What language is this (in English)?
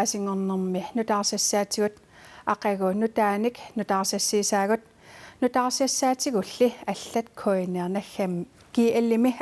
Kalaallisut